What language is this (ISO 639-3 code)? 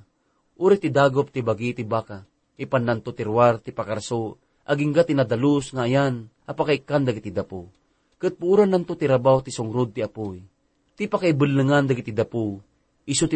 ilo